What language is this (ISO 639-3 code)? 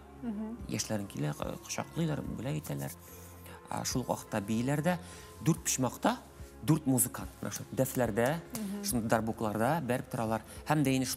tat